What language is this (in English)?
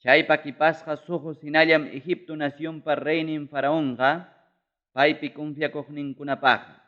Ayacucho Quechua